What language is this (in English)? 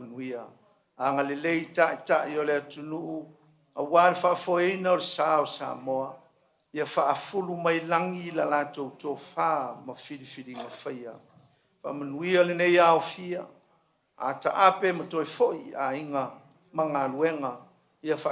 Samoan